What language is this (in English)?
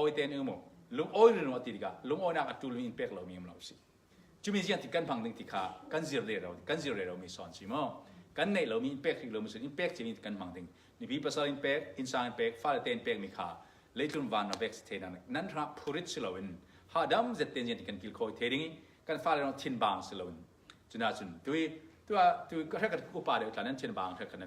Falam Chin